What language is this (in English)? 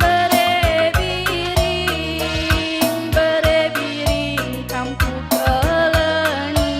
Batak Karo